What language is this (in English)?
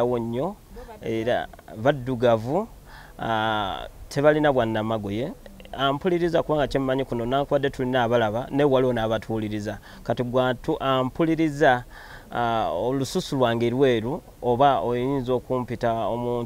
Ganda